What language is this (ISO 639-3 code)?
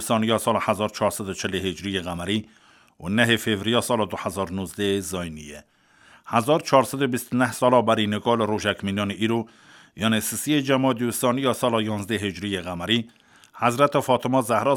kur